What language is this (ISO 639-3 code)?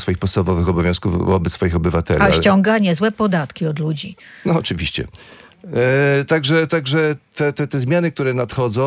pol